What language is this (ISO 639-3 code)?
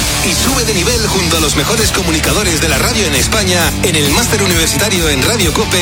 spa